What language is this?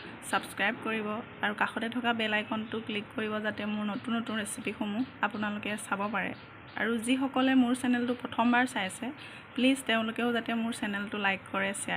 Assamese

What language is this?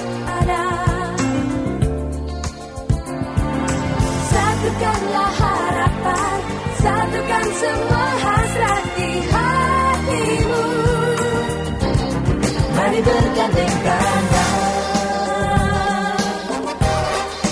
Indonesian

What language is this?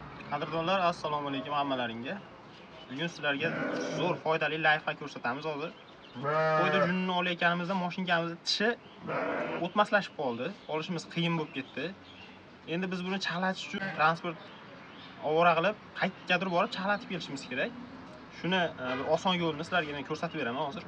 Uzbek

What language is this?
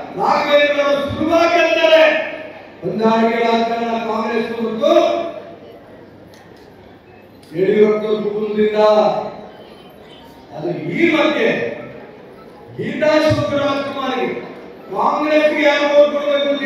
Kannada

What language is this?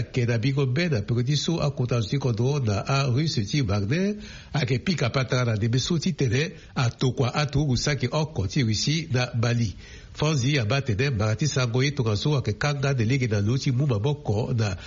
Sango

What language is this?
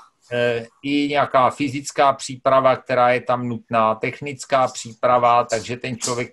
Czech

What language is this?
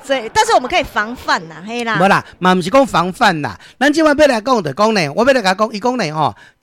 Min Nan Chinese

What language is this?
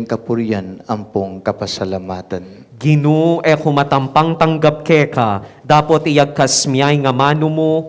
Pampanga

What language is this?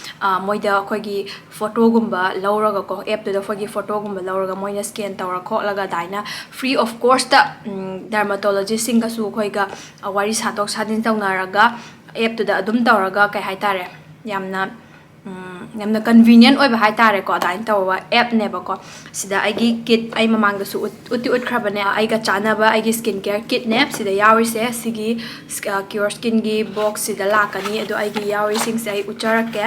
Manipuri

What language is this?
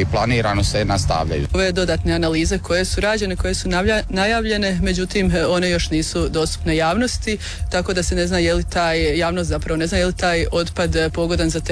Croatian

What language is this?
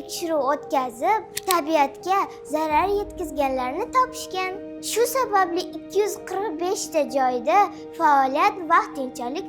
Uzbek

